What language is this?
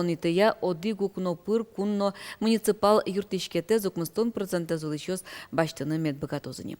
Udmurt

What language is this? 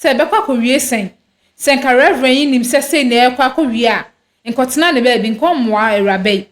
Akan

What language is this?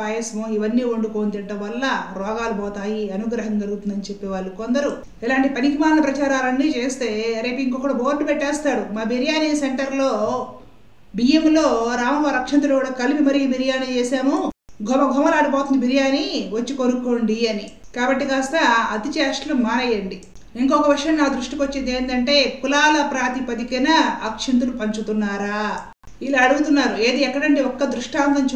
Telugu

